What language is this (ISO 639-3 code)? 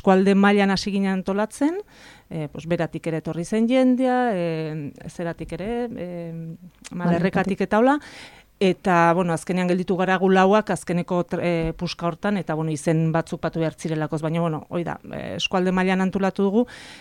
eus